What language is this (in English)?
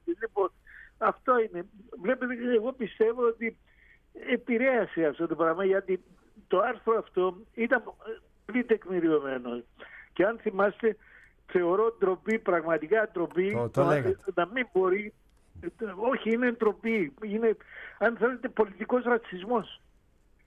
Greek